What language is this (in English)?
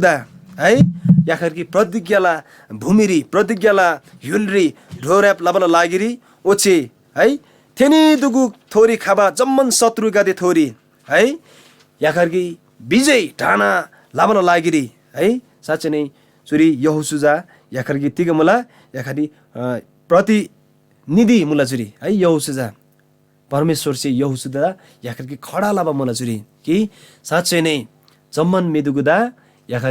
Eastern Tamang